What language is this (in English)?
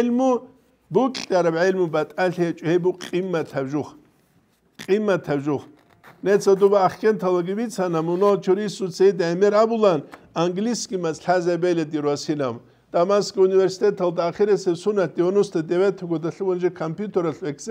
Avaric